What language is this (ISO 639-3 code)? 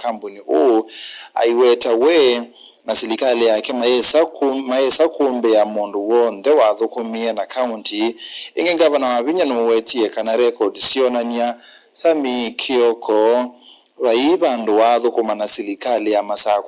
kam